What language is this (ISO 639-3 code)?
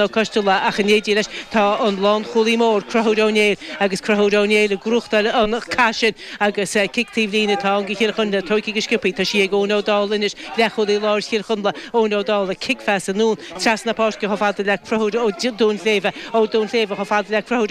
gle